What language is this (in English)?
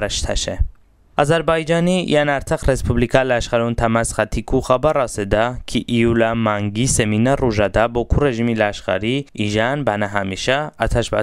Talysh